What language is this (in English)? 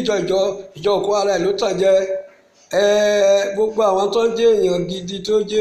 Yoruba